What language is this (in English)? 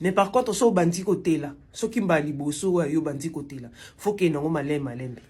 Lingala